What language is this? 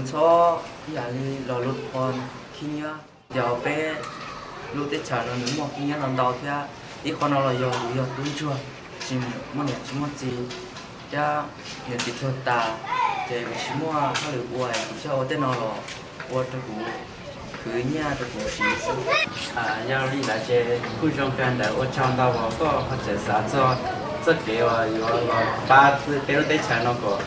Hmong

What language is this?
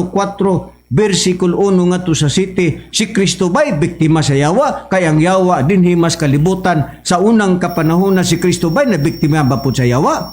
Cebuano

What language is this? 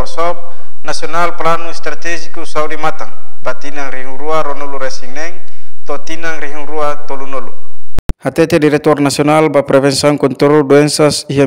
Tetum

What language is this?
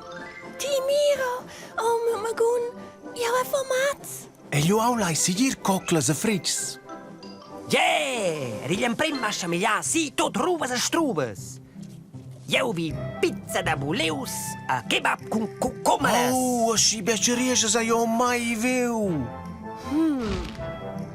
Romansh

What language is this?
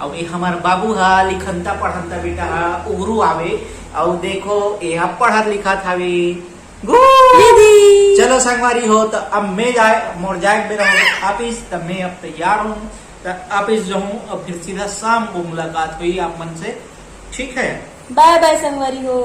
Chhattisgarhi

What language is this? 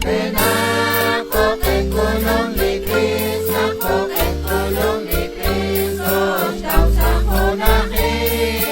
Kekchí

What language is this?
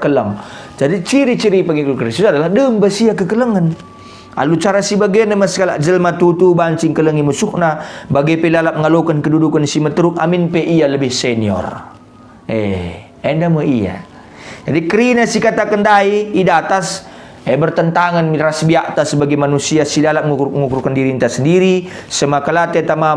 Batak Karo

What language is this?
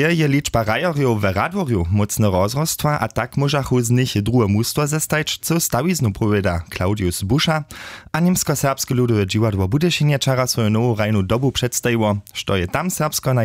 Upper Sorbian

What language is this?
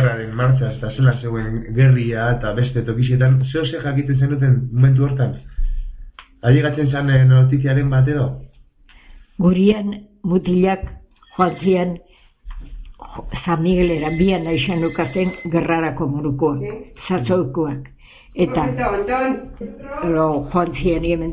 Basque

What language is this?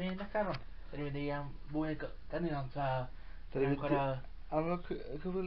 Welsh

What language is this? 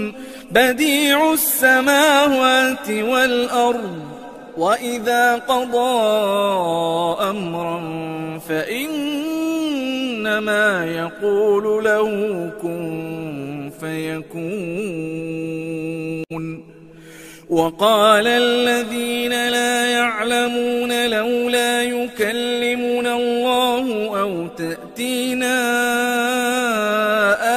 Arabic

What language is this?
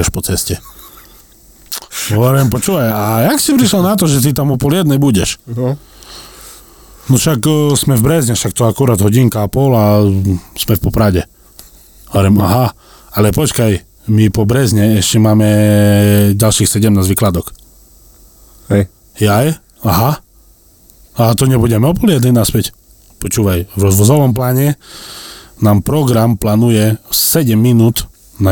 Slovak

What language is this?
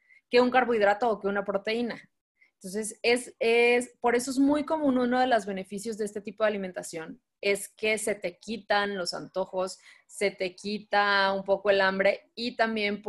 Spanish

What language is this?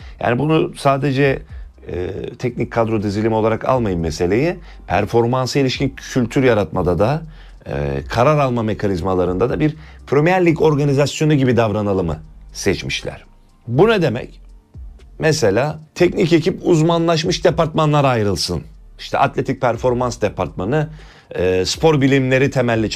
Turkish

